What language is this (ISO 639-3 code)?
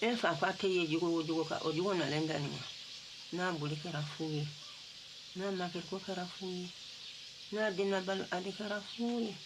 bam